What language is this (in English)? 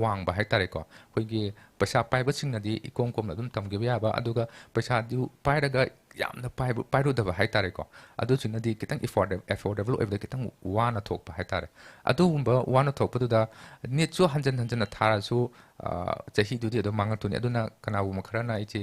Manipuri